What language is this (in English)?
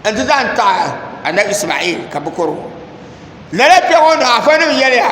Dagbani